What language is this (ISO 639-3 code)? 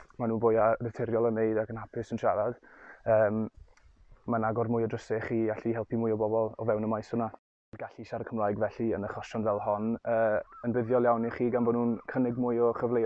cym